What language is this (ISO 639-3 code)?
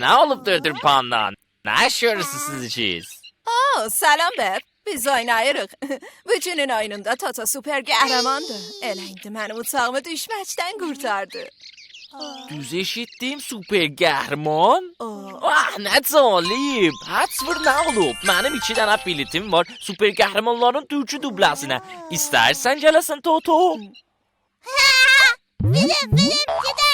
azb